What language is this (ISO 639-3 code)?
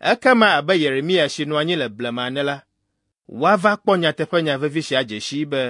ewe